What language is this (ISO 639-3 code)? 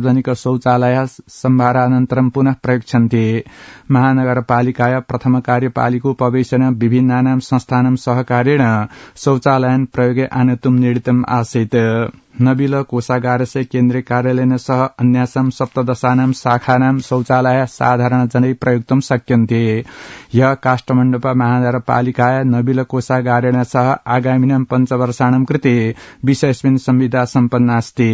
san